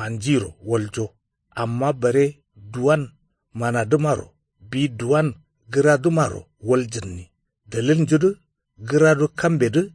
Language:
Kanuri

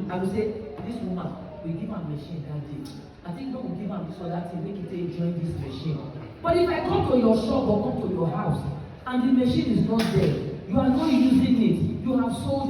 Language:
Nigerian Pidgin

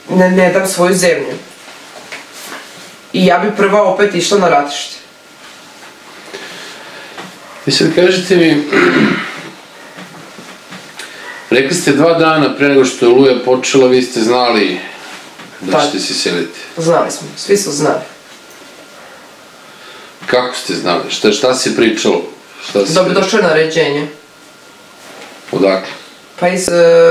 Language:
Serbian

